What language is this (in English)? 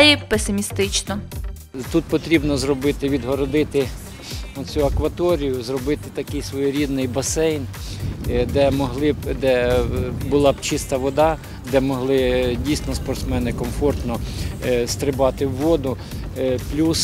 Ukrainian